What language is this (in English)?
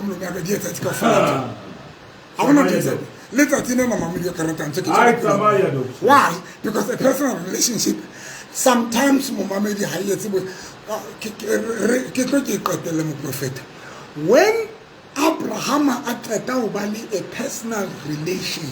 Southern Sotho